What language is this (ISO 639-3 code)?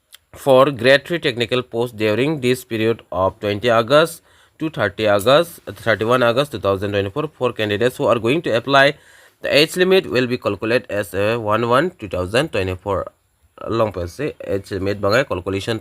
mjw